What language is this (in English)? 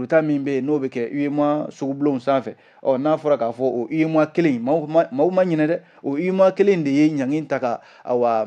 Bambara